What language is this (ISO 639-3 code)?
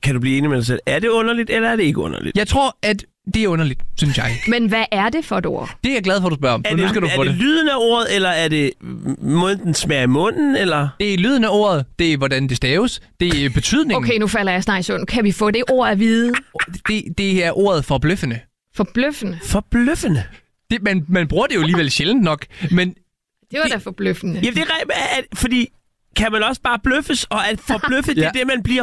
dan